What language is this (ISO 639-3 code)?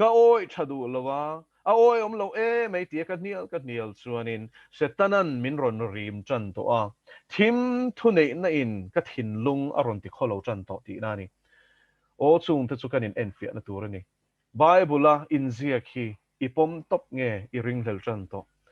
lus